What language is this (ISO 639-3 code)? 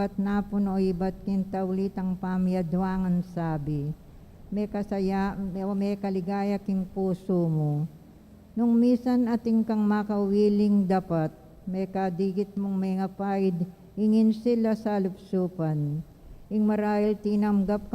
pam